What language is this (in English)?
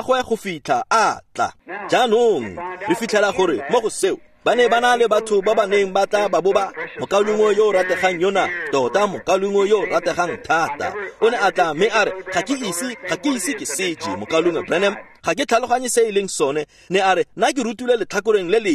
Tswana